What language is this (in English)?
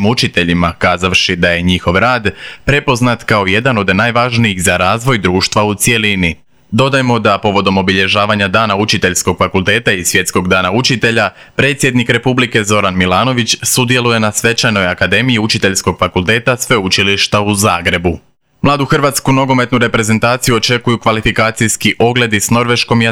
Croatian